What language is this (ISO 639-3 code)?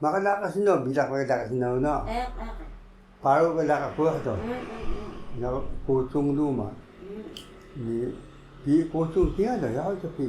trv